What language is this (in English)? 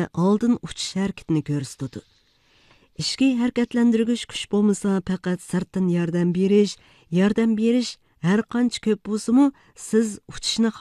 Uyghur